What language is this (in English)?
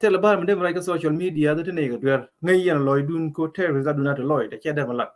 Nuer